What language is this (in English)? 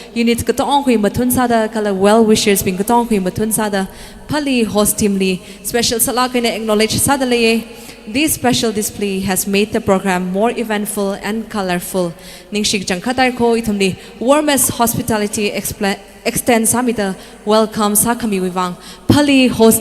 Tangkhul Naga (India)